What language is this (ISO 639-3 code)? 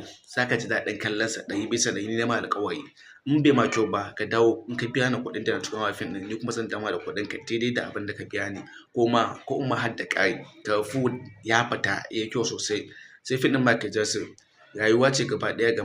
hau